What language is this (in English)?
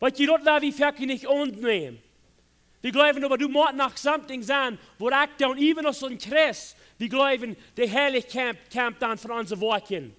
Plautdietsch